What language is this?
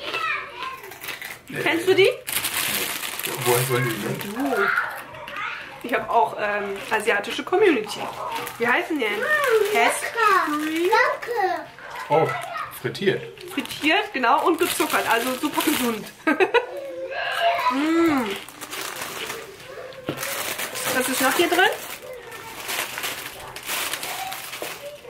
German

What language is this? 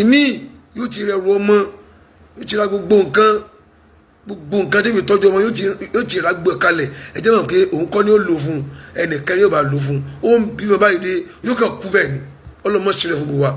Yoruba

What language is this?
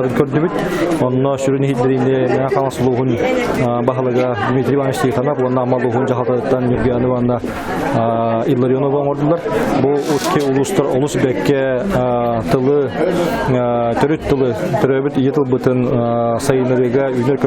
Yakut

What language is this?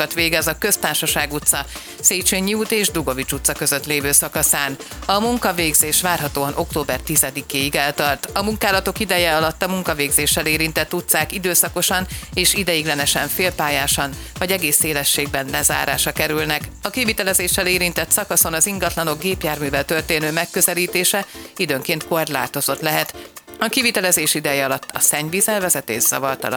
Hungarian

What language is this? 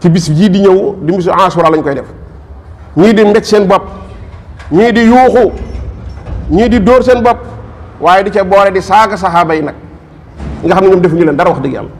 Wolof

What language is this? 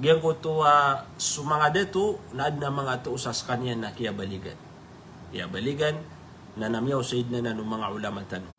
Maranao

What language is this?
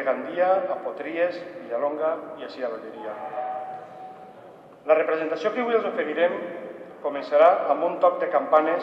Catalan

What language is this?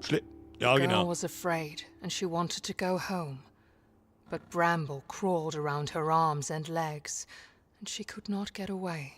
Bavarian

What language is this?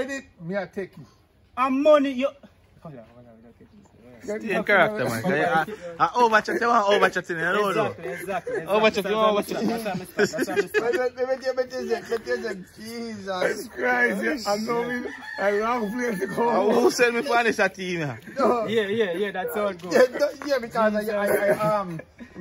Jamaican Creole English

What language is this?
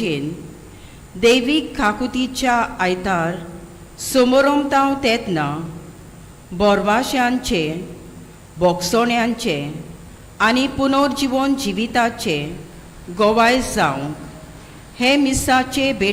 Konkani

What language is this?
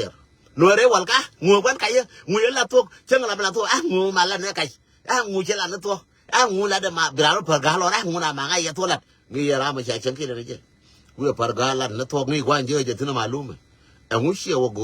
Nuer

